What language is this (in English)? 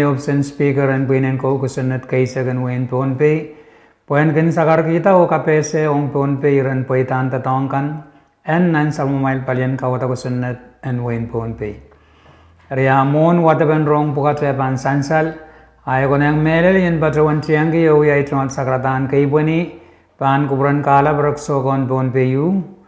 Pohnpeian